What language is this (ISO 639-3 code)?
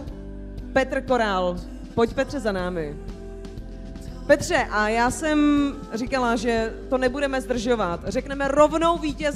ces